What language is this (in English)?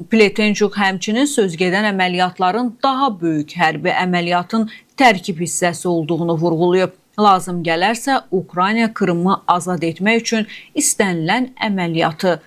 Azerbaijani